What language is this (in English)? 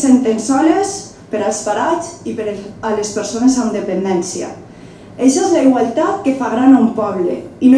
Catalan